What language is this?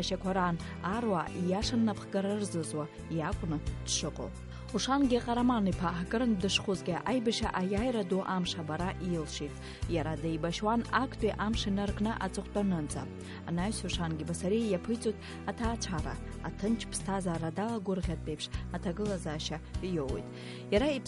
Abkhazian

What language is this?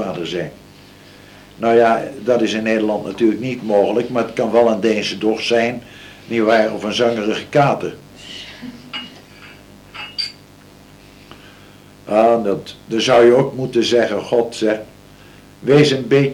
Dutch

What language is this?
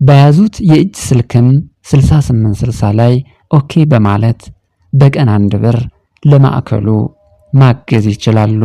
Amharic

